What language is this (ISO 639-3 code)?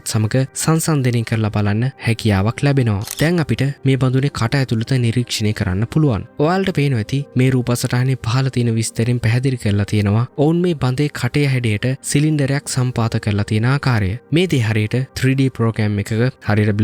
sin